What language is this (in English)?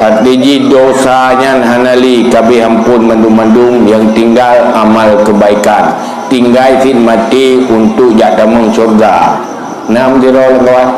Achinese